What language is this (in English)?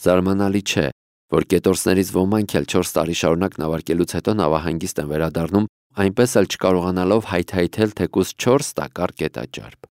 Armenian